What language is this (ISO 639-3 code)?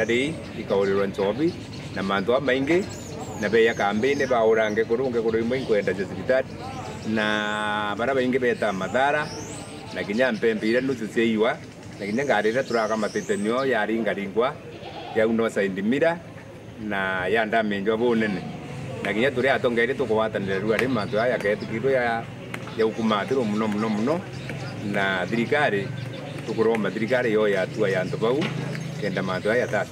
mer